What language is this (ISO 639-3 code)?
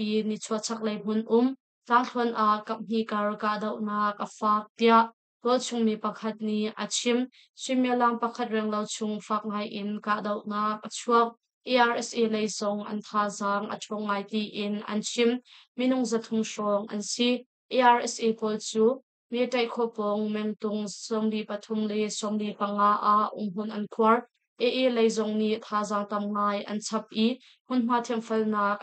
cnh